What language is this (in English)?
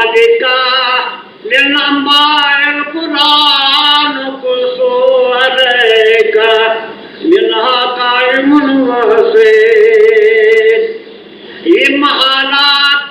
Kashmiri